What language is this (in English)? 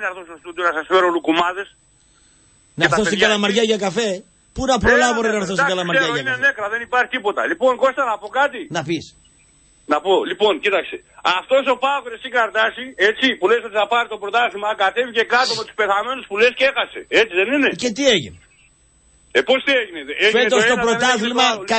Greek